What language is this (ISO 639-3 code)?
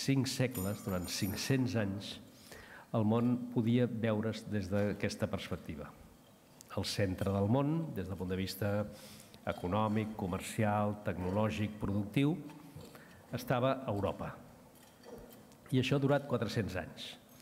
cat